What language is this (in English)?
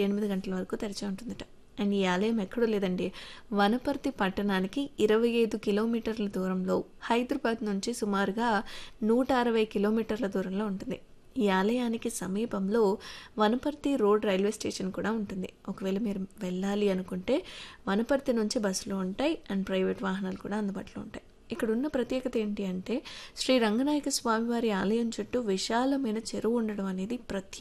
Telugu